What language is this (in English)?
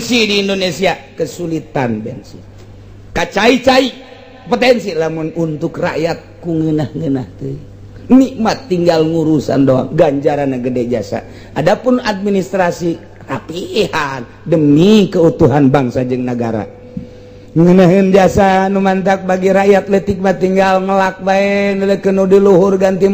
Sundanese